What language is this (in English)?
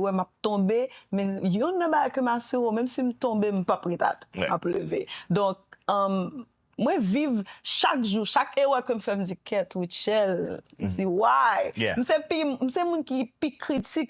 Haitian Creole